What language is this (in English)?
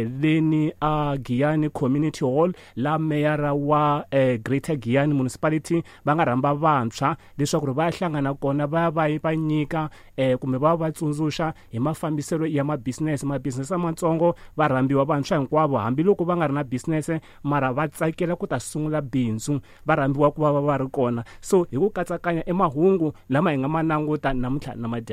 Tsonga